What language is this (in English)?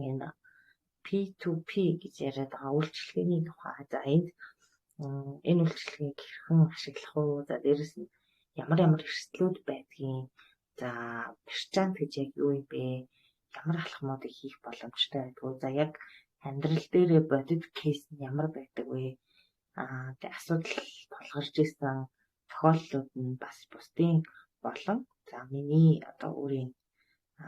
Mongolian